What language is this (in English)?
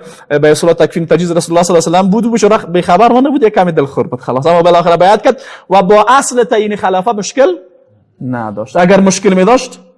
Persian